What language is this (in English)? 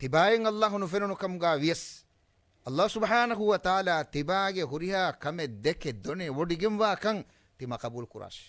Divehi